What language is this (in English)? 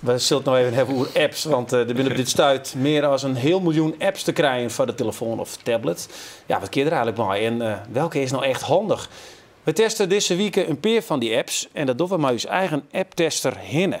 Western Frisian